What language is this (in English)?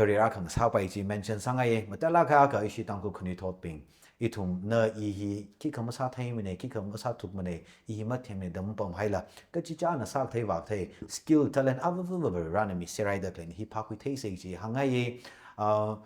Tangkhul Naga (India)